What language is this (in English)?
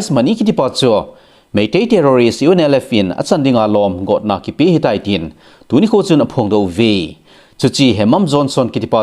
Thado Chin